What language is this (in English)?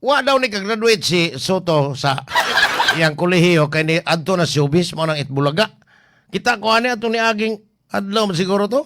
Cebuano